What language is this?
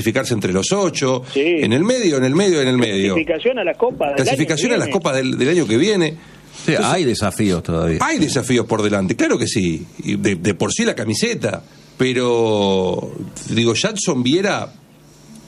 Spanish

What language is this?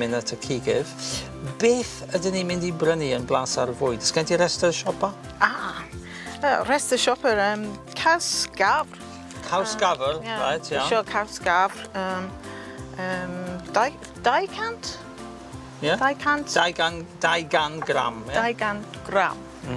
Welsh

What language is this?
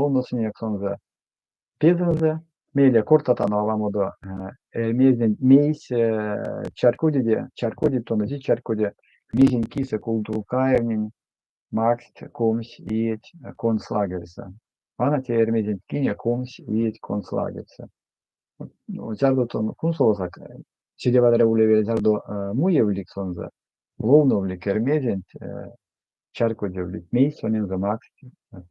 Erzya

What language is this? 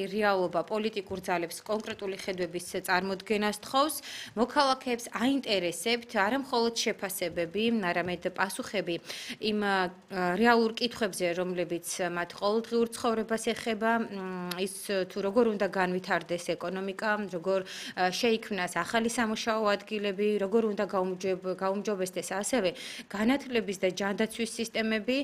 Georgian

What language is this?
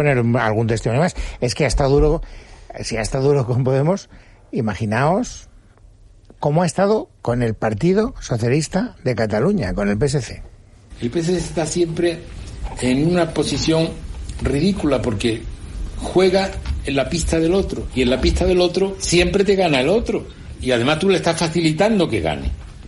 Spanish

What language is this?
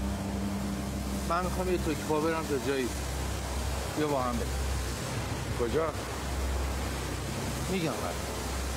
Persian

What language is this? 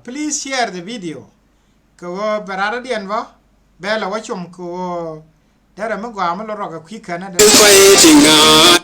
Nuer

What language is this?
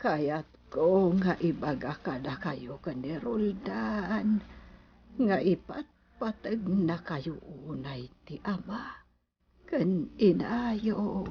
Iloko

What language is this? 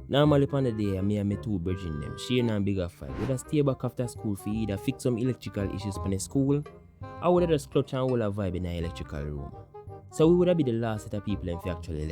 Jamaican Creole English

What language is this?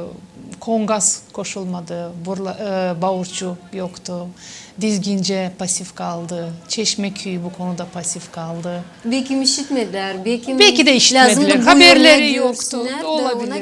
Gagauz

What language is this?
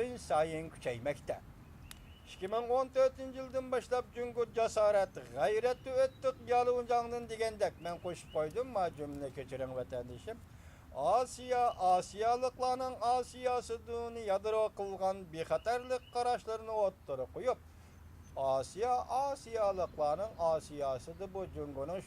Uyghur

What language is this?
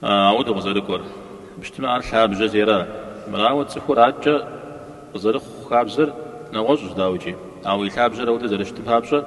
Kabardian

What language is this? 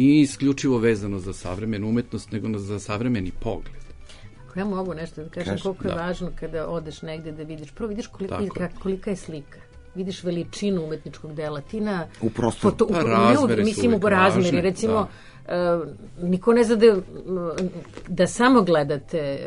Serbian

